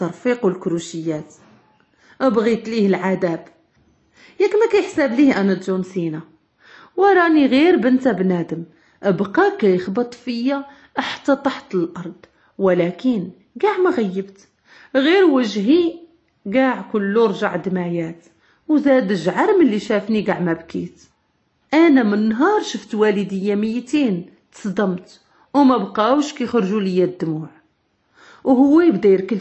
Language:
Moroccan Arabic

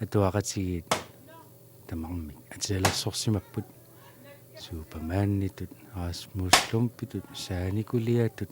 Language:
Kalaallisut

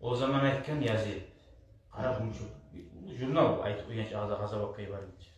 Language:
Kumyk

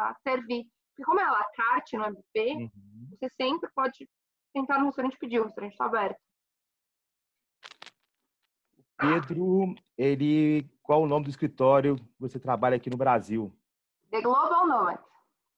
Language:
Portuguese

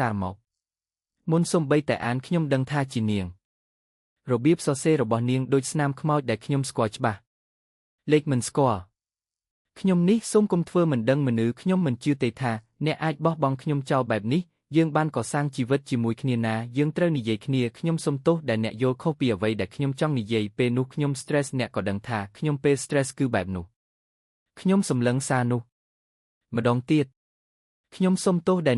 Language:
Khmer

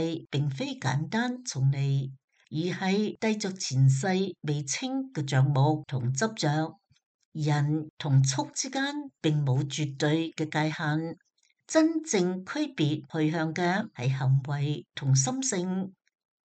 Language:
Cantonese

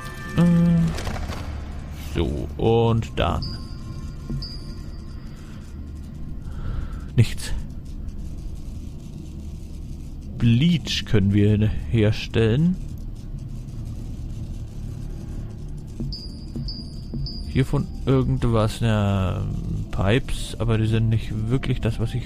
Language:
German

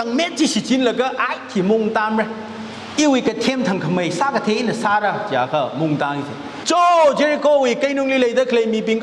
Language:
Tangkhul Naga (India)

